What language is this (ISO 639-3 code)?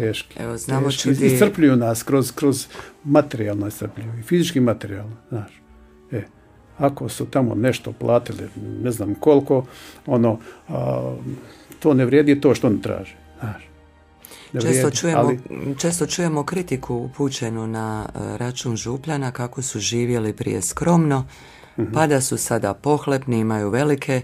hrv